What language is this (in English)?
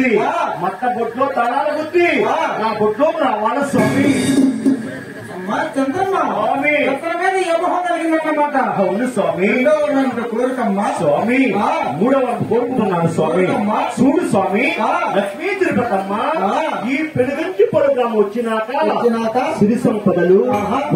Telugu